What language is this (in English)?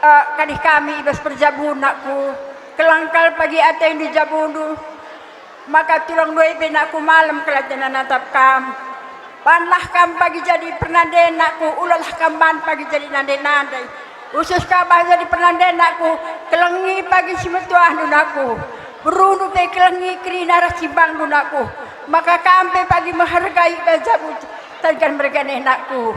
Batak Karo